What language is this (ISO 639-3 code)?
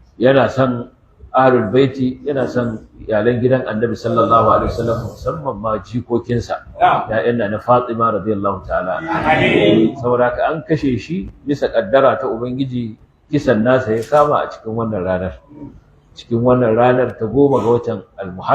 hau